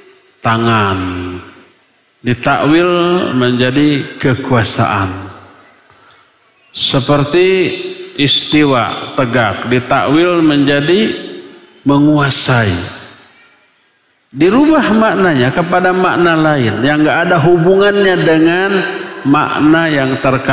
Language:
Indonesian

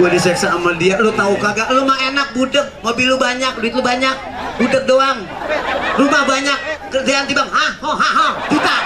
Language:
Betawi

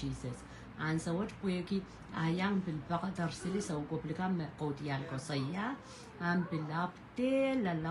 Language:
Pohnpeian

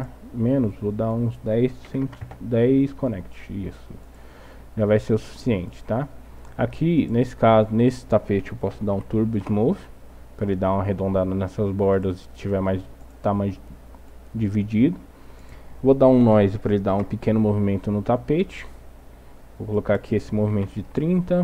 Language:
Portuguese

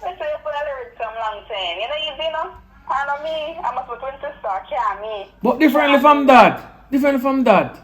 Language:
Jamaican Creole English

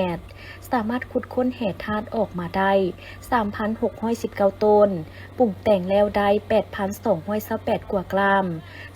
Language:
Lao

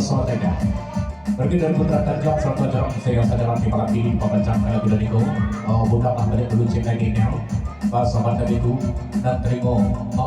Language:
Minangkabau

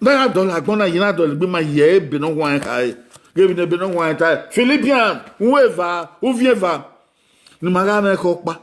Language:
Bini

